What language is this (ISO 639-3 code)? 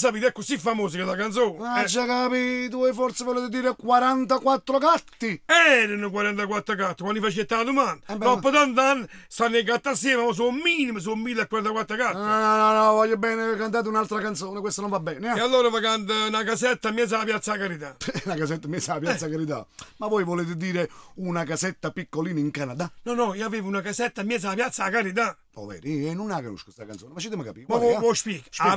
nap